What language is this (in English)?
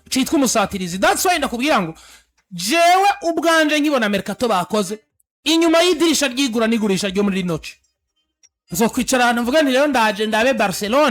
Rundi